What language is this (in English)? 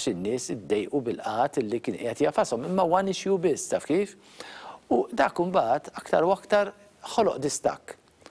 Maltese